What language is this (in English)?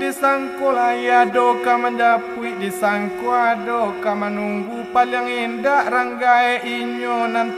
Minangkabau